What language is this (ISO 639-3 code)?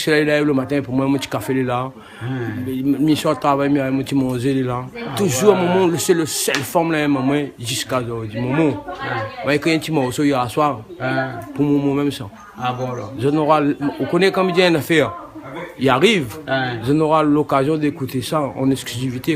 rcf